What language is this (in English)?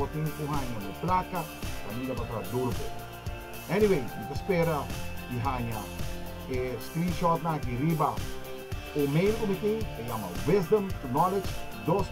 Papiamento